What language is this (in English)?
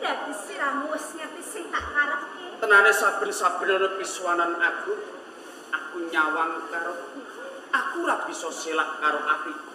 Javanese